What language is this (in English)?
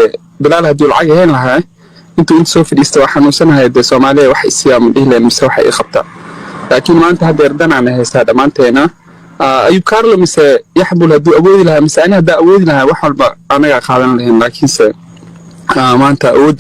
Somali